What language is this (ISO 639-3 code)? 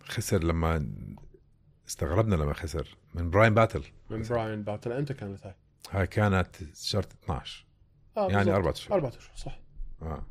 apc